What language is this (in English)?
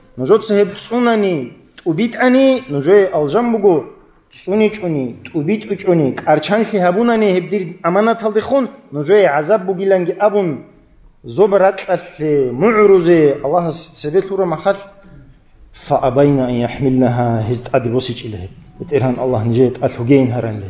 Avaric